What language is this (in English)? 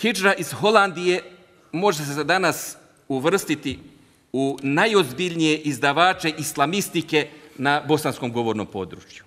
Bosnian